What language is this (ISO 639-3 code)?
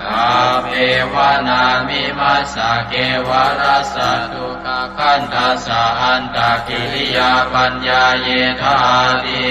pli